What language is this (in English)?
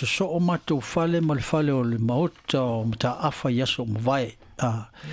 Samoan